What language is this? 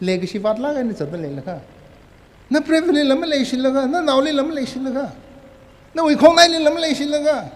Tangkhul Naga (India)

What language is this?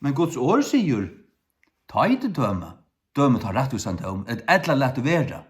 Faroese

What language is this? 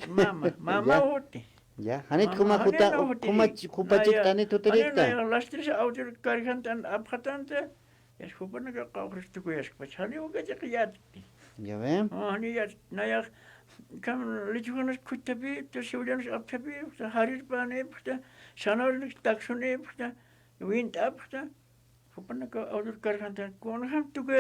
Aymara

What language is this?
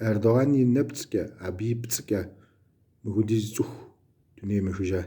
Kabardian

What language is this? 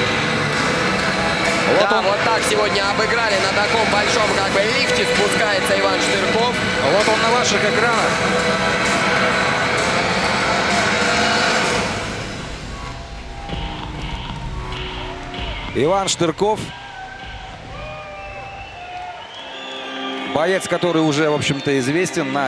Russian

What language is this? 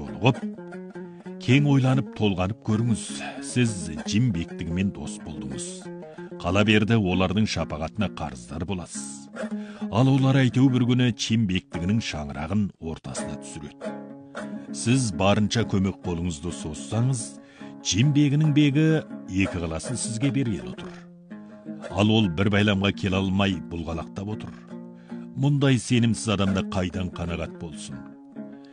Kazakh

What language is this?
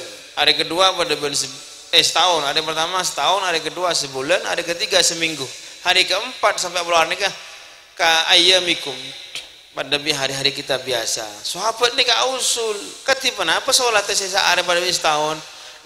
Madurese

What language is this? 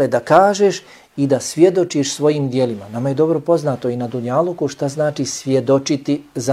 Bosnian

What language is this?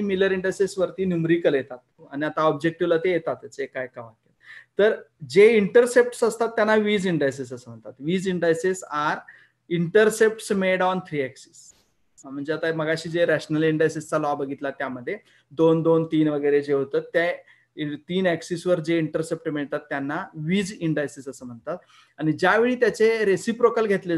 Marathi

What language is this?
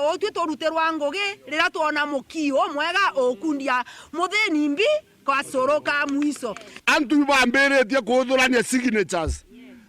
Meru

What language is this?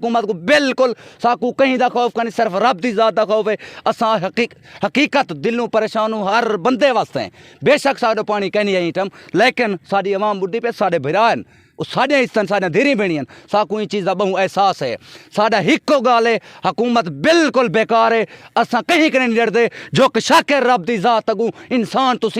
Saraiki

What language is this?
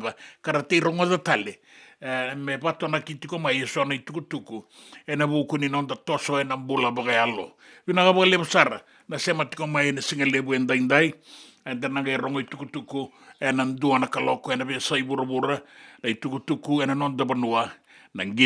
Fijian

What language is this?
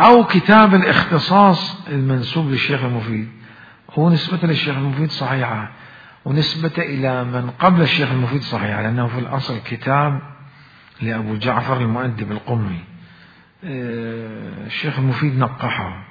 Mesopotamian Arabic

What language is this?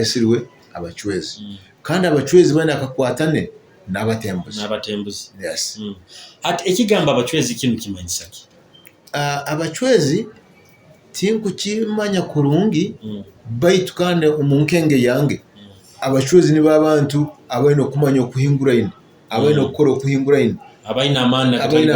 Nyoro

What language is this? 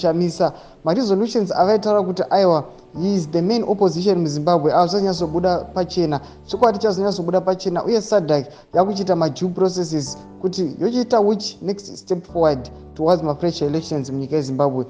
Shona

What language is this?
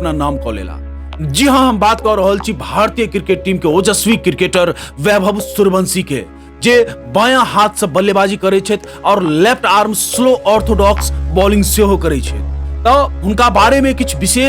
Maithili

